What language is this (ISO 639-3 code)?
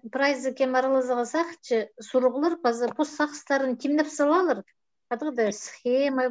kjh